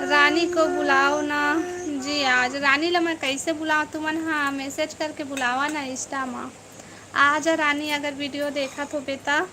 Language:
Chhattisgarhi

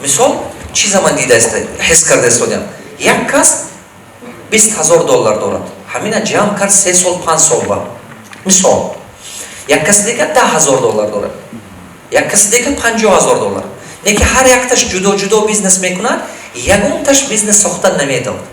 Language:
Tajik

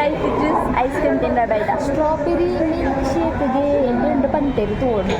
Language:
Tulu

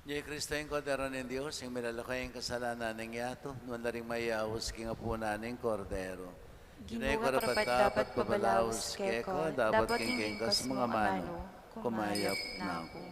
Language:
Pampanga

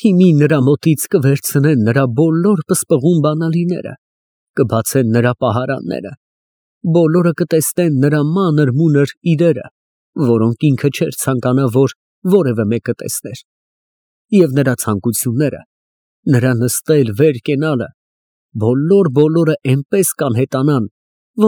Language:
Armenian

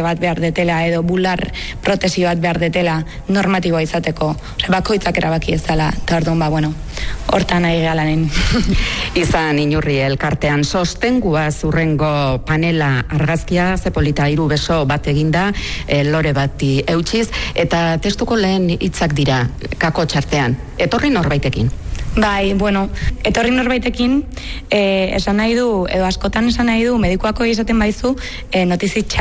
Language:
Basque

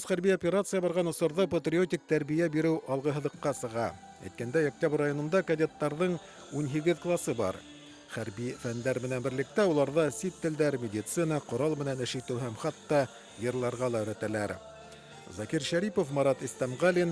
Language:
Bashkir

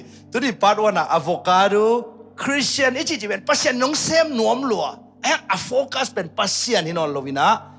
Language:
Tedim Chin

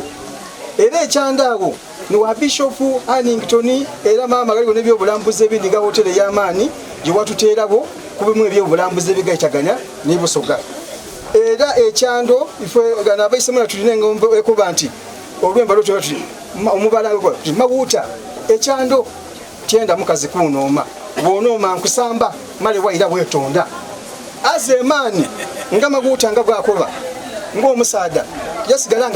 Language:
Soga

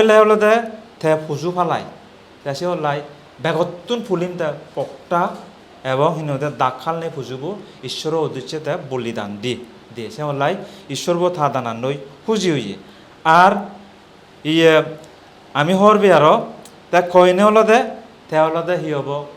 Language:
Chakma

